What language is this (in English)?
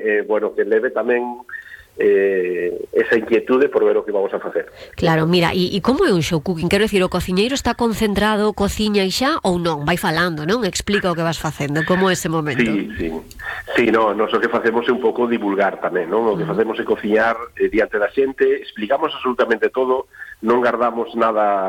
Galician